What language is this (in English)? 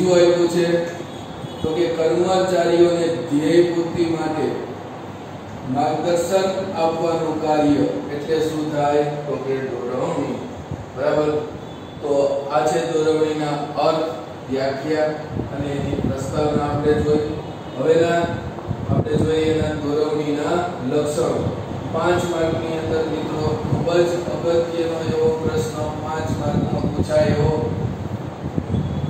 Gujarati